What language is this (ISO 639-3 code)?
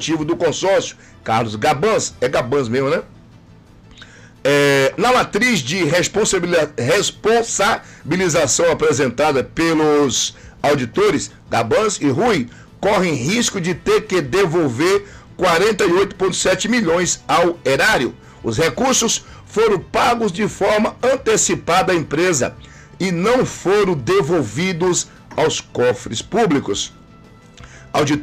por